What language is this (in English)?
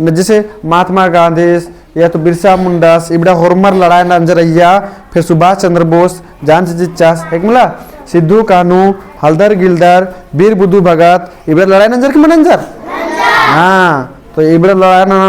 Kurukh